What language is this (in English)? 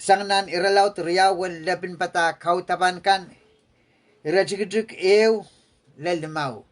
Pohnpeian